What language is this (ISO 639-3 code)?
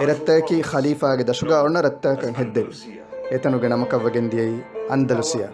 div